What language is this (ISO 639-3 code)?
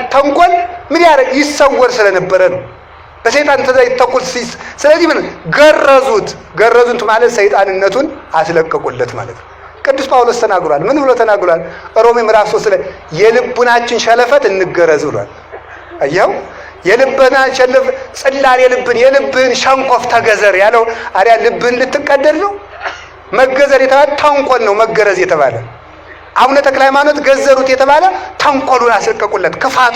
amh